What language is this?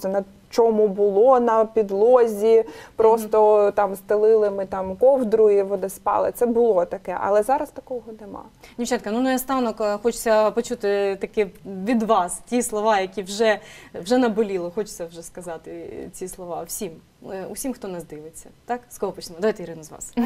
Ukrainian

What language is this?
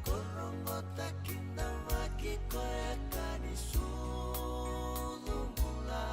Fijian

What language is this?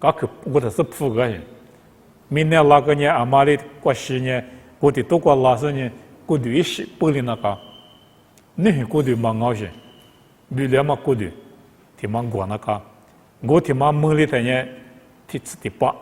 Lisu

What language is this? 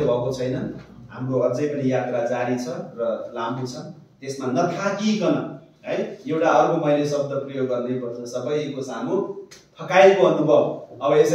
Nepali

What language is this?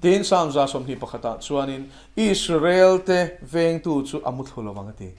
Mizo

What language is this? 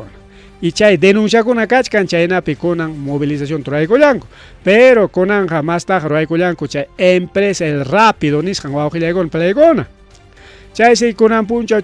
Ayacucho Quechua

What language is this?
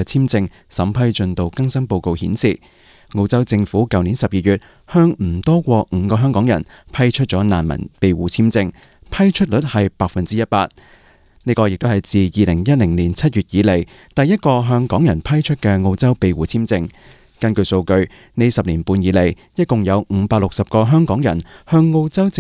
Cantonese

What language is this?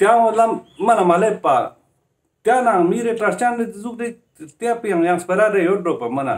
Ladakhi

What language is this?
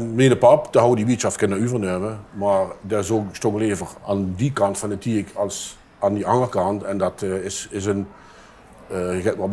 Limburgish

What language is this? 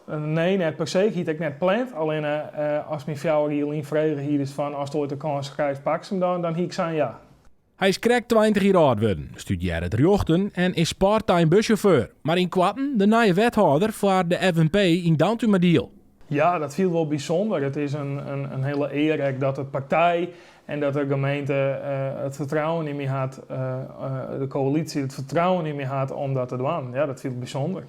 Western Frisian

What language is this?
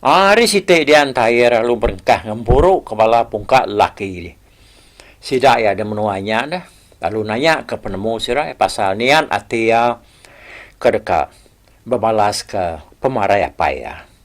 Iban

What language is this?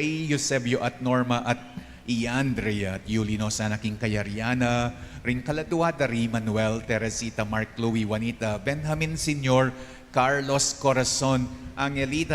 Pampanga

